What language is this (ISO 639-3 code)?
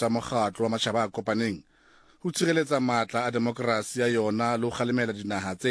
sot